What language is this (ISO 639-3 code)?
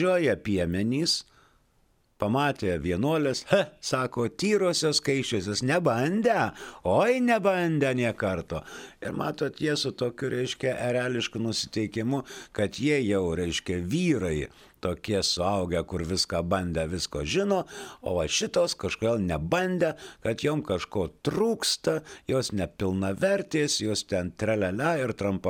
lit